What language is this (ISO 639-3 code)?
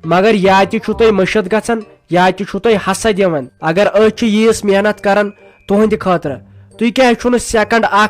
kas